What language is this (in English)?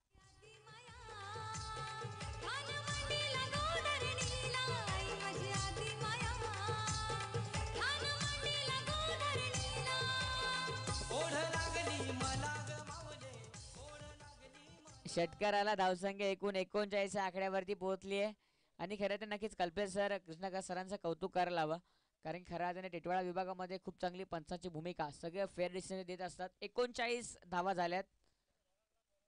Marathi